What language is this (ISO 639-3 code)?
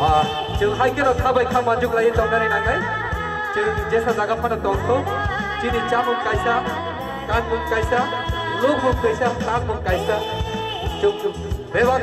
trp